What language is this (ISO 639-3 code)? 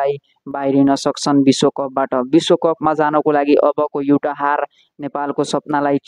nep